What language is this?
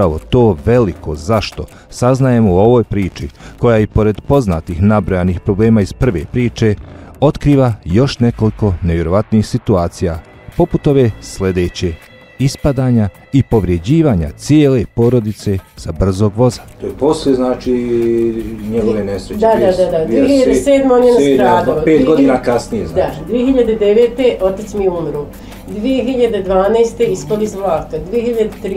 Bosnian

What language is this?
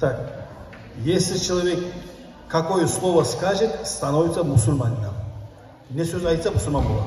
Kumyk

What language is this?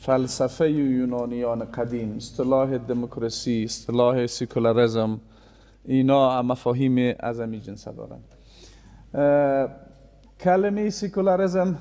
Persian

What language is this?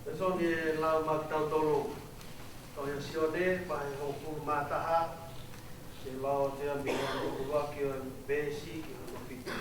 Tongan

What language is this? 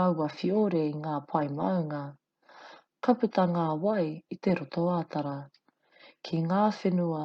Māori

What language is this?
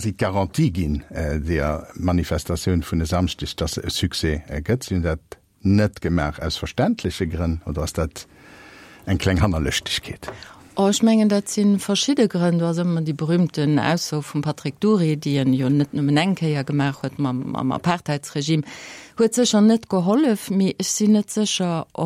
Luxembourgish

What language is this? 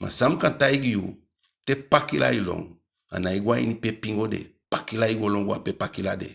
Eastern Maroon Creole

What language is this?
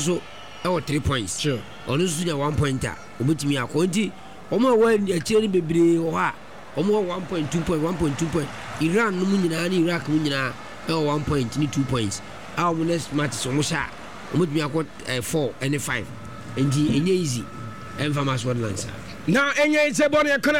Akan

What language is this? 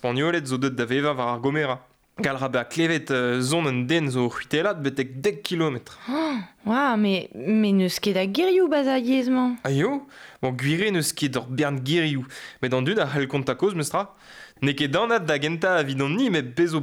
Breton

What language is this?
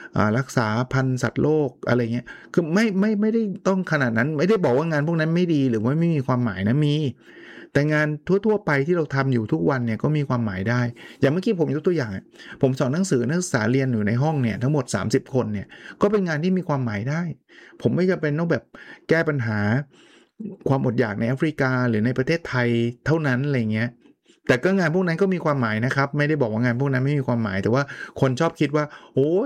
Thai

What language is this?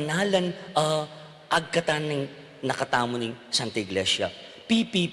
Pampanga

